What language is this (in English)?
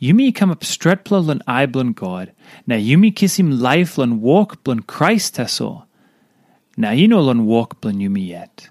Tok Pisin